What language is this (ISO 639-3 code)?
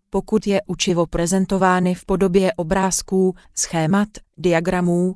ces